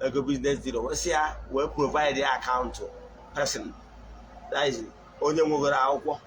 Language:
Igbo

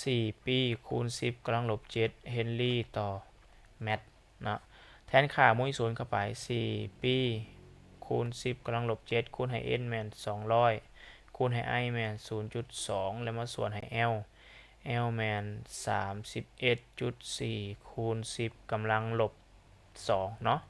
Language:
Lao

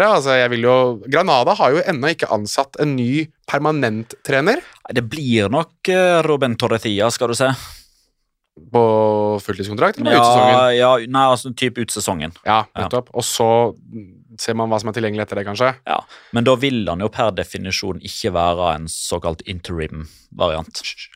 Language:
Norwegian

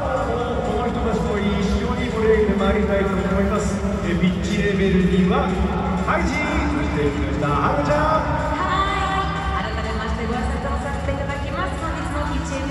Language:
Japanese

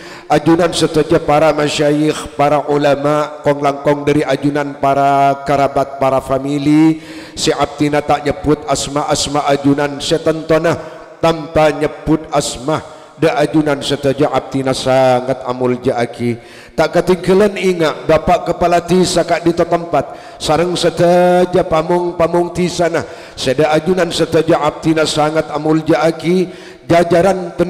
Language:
Madurese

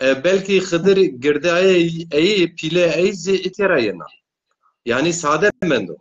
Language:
Zaza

